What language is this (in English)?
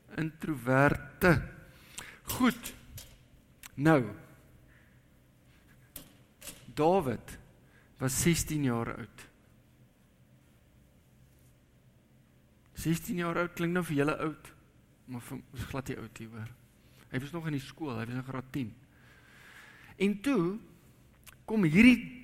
Afrikaans